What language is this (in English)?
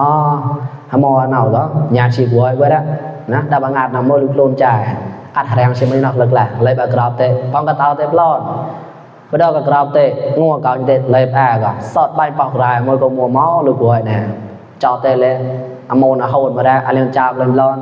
Mon